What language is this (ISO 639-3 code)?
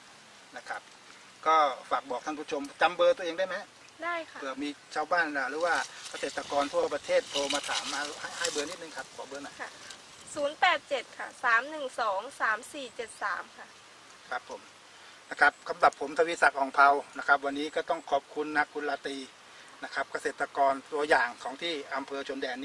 tha